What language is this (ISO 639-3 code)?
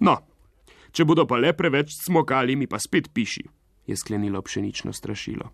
slv